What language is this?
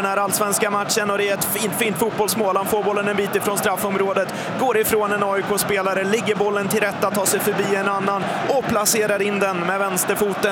Swedish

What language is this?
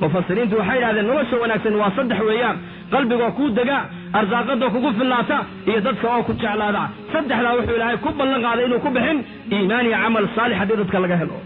Somali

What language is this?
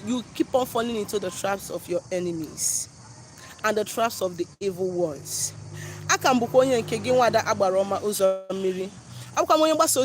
Igbo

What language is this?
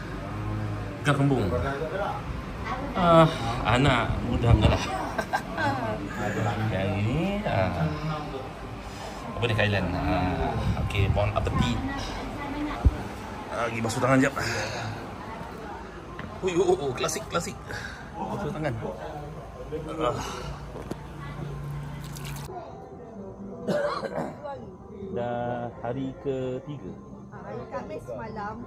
Malay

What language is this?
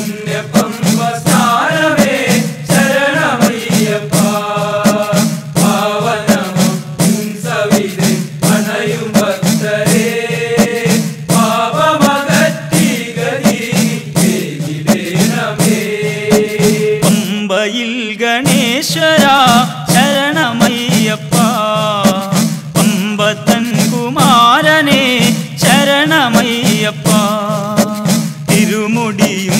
Malayalam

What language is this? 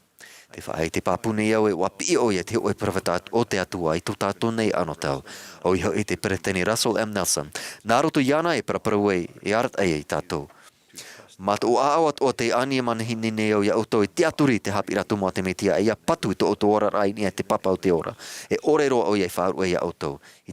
Tahitian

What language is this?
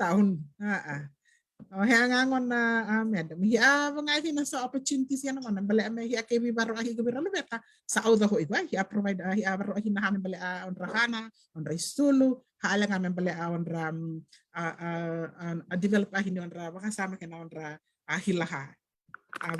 Fijian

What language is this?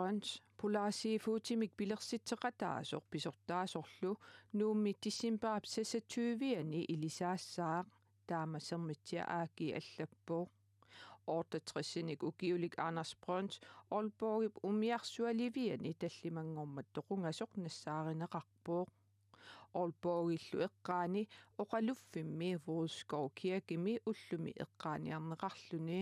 Kalaallisut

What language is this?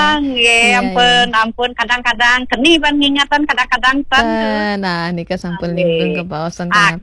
Balinese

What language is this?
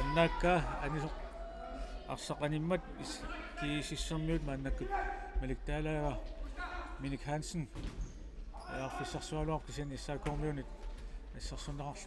Kalaallisut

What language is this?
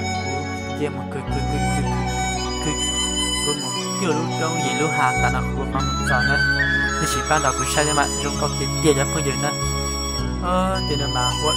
Hmong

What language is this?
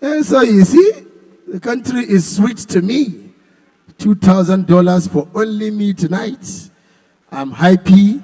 Nigerian Pidgin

